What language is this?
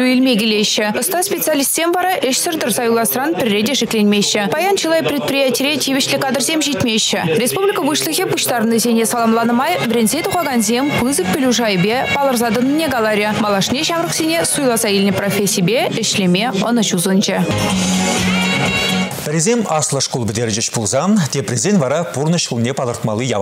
Chuvash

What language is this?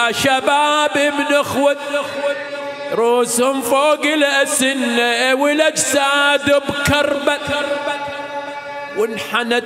Arabic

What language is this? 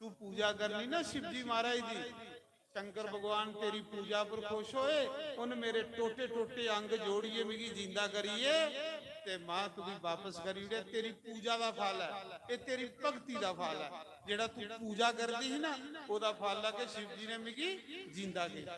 Dogri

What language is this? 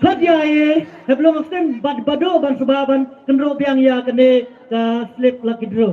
Khasi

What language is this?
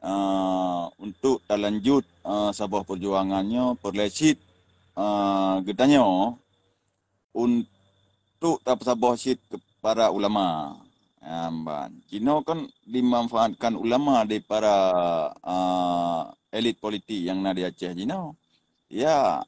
Achinese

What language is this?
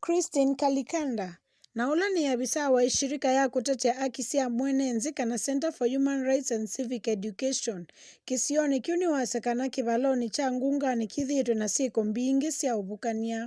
Kamba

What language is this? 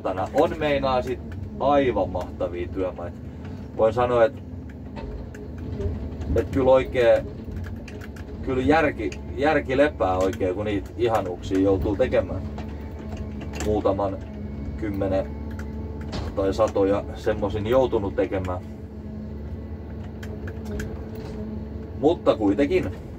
Finnish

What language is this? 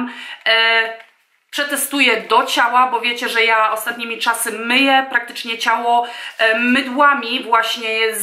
Polish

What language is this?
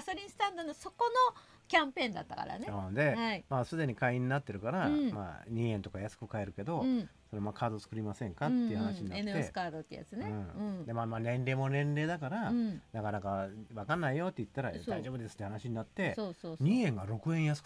Japanese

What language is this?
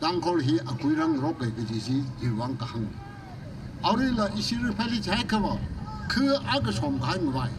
Tangkhul Naga (India)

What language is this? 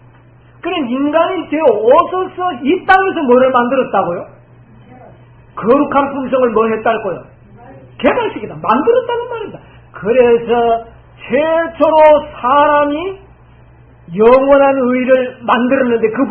Korean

